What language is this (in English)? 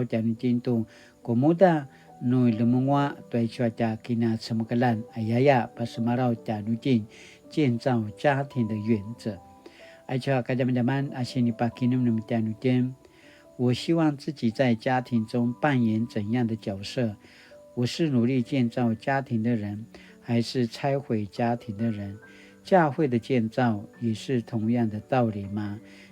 Paiwan